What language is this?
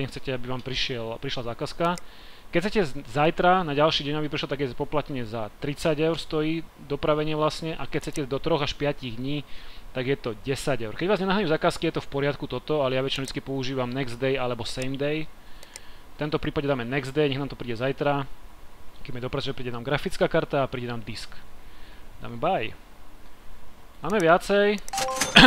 Slovak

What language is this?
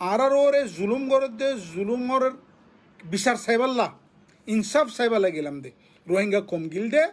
Rohingya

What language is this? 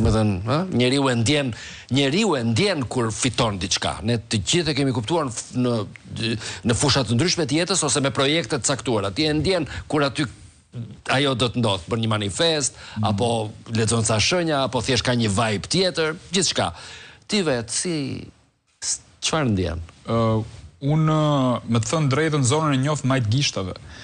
Albanian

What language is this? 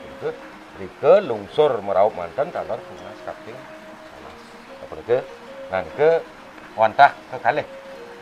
Balinese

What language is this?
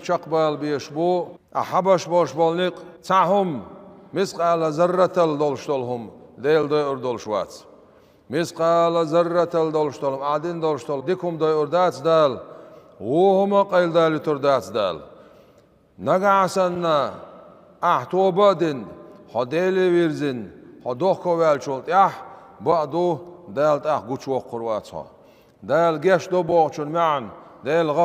Chechen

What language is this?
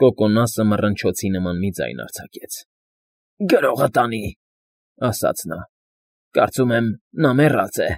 Armenian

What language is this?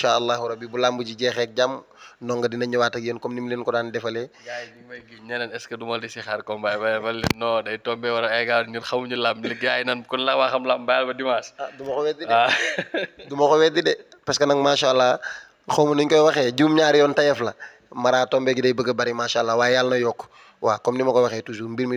Wolof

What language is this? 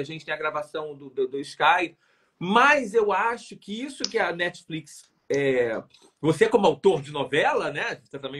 Portuguese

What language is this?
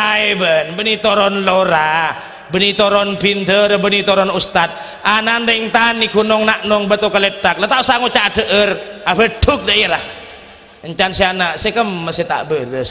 Madurese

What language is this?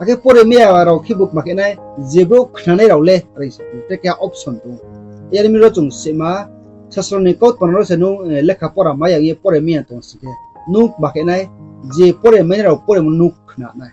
Riang (India)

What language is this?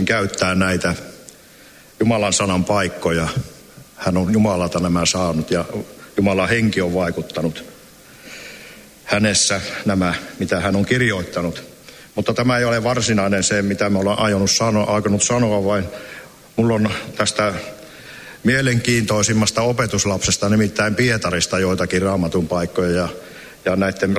Finnish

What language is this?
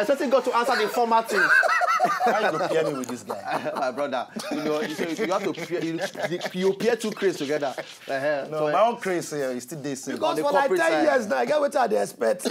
Nigerian Pidgin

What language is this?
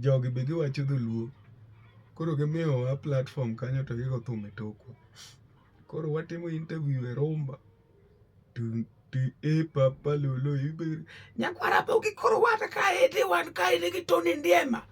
Luo (Kenya and Tanzania)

